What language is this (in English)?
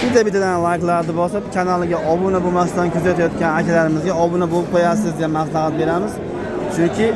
Uzbek